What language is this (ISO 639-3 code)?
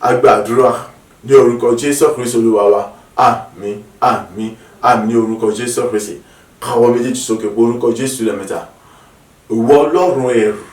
yor